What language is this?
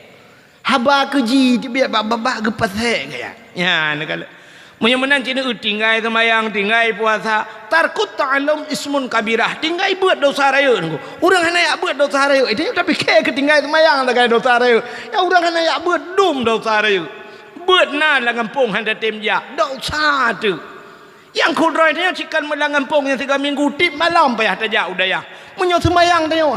Achinese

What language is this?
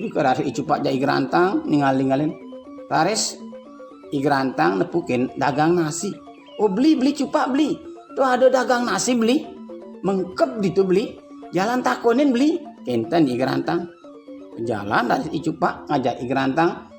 Balinese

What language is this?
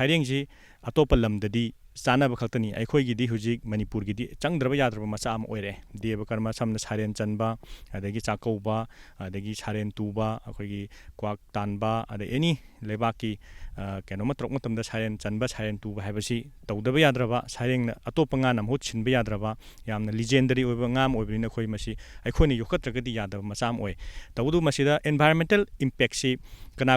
Manipuri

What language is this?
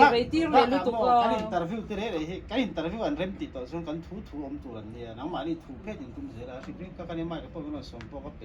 Mizo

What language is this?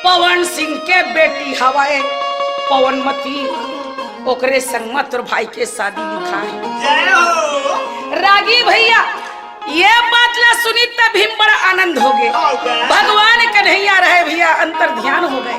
Chhattisgarhi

